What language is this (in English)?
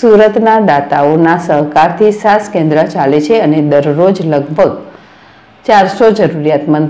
Gujarati